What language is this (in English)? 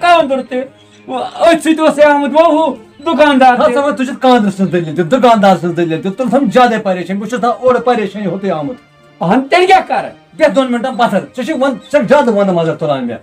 Kashmiri